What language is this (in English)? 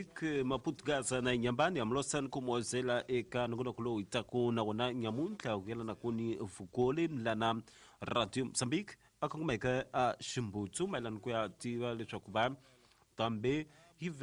Tsonga